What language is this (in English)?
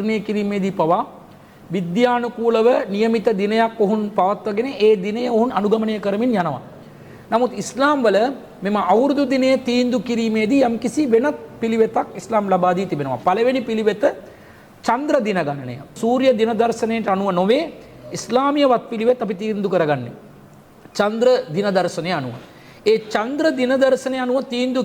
Sinhala